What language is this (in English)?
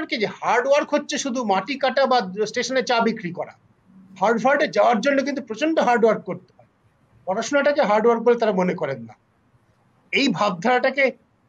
Bangla